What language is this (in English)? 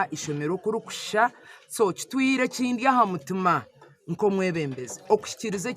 Nyankole